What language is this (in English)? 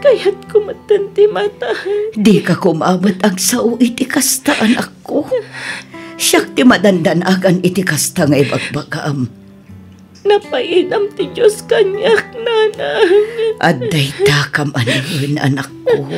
Iloko